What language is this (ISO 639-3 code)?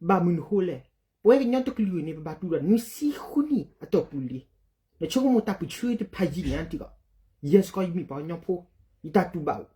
ksw